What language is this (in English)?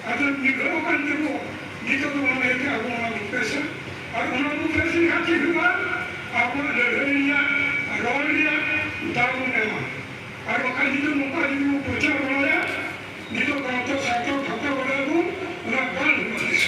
Santali